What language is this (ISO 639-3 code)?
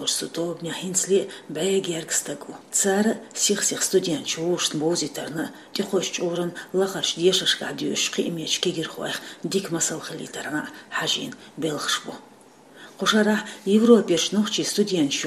che